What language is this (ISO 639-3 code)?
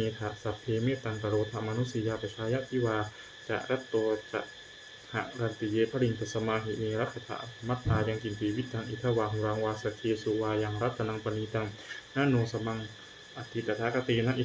pli